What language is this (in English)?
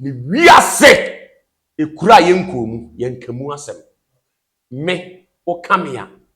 Akan